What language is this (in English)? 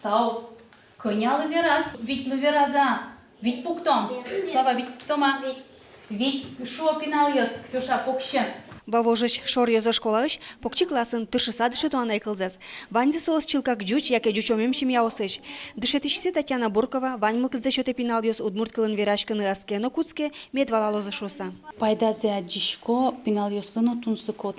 Udmurt